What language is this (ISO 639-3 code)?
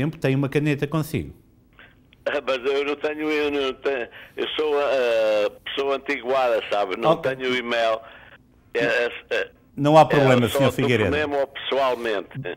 por